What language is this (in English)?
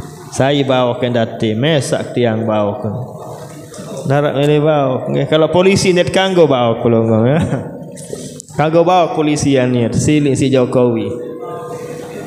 Sasak